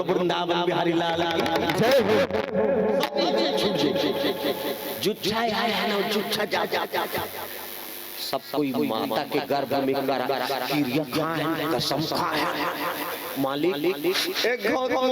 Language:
Chhattisgarhi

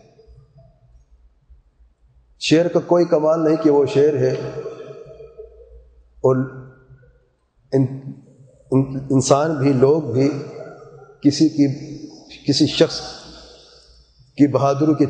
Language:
Urdu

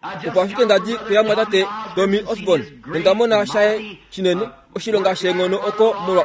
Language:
Kuanyama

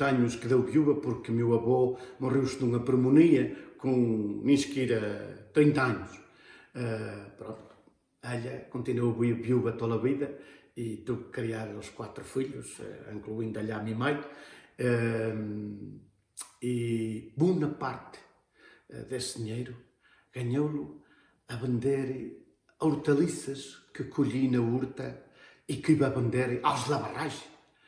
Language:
Mirandese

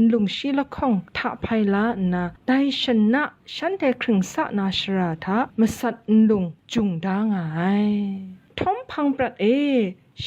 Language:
Kachin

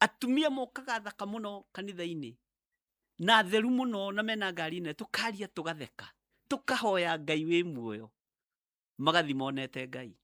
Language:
Kikuyu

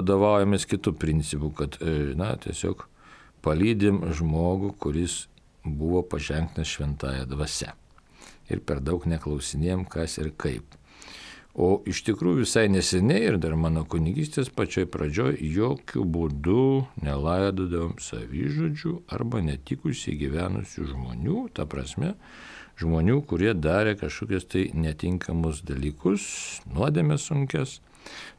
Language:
Lithuanian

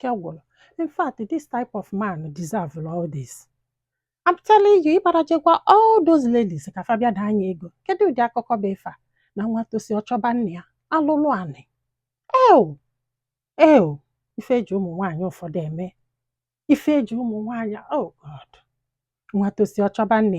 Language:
Igbo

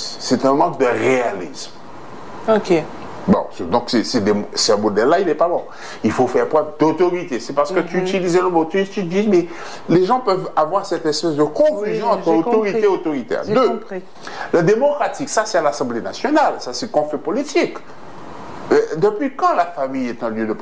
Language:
French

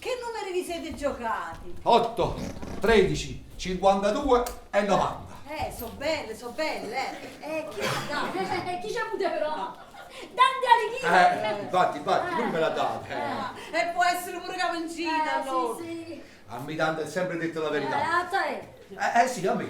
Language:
Neapolitan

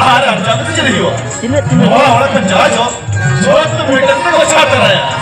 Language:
Santali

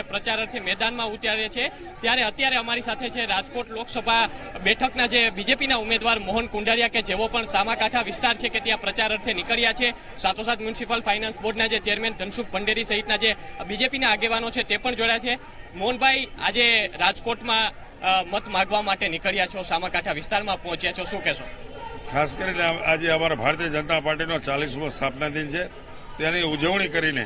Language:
Gujarati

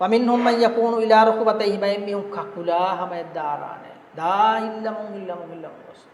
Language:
Divehi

